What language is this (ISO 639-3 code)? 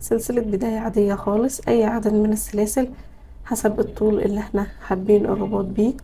arz